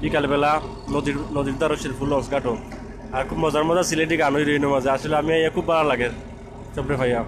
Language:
Sylheti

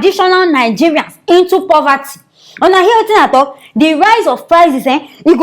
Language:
Nigerian Pidgin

